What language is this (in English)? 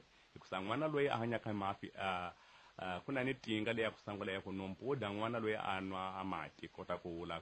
Tsonga